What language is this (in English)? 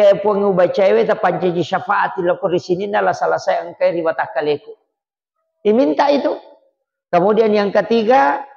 Buginese